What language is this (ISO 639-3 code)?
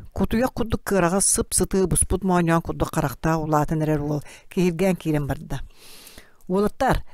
sah